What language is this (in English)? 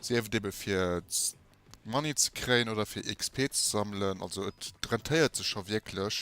Luxembourgish